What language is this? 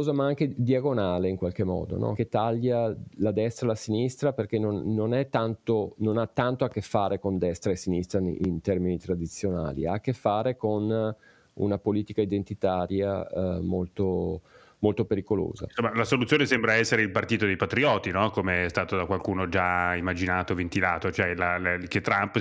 Italian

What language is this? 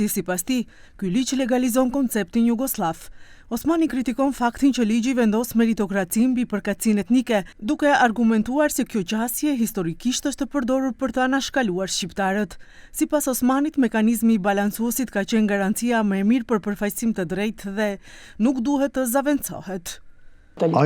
Albanian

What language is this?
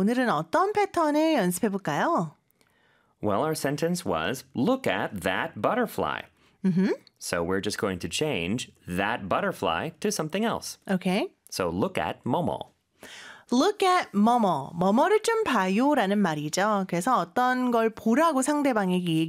Korean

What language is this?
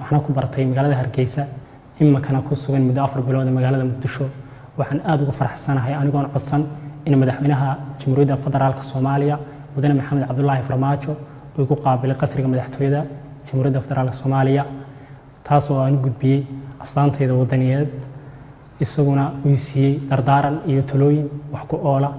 Somali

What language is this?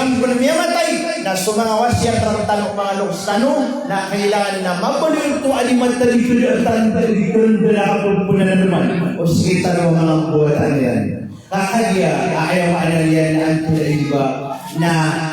Maranao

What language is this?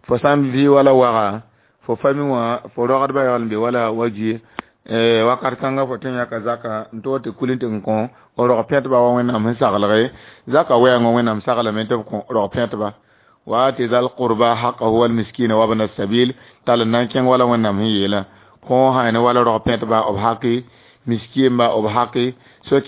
Mossi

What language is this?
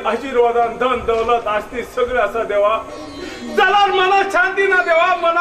Konkani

